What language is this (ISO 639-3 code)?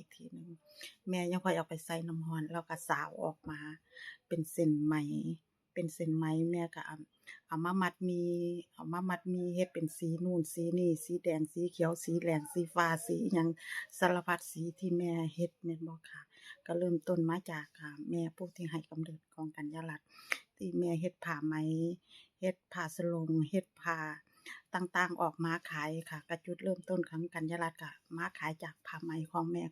lao